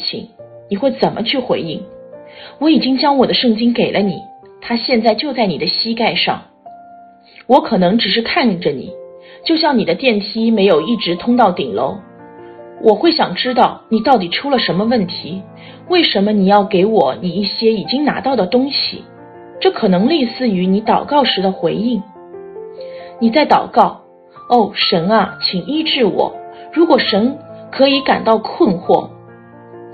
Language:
Chinese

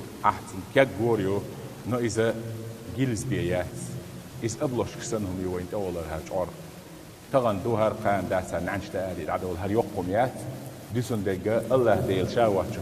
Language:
Chechen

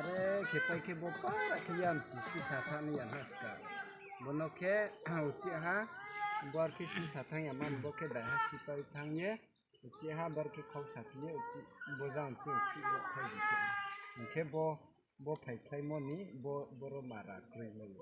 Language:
Riang (India)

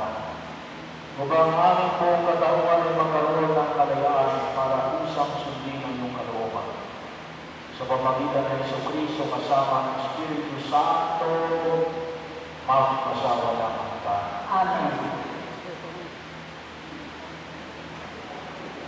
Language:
Filipino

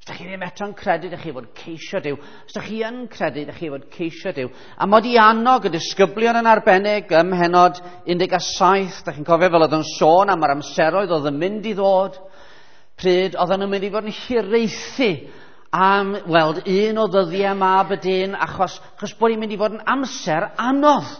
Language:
Welsh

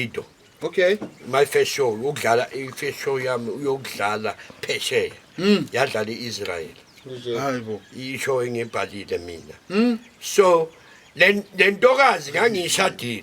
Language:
Zulu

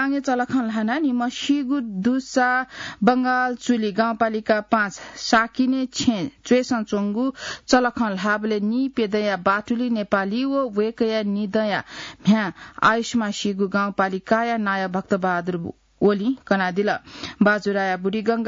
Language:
Newari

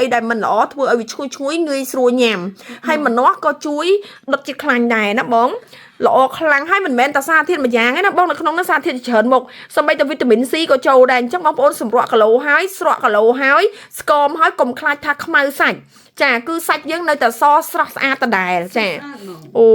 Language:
Khmer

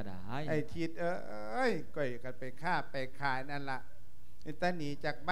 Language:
Lao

